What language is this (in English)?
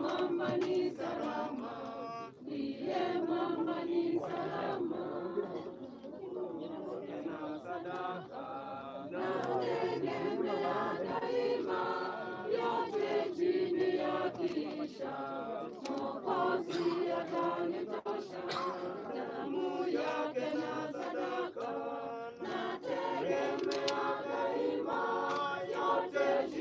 Swahili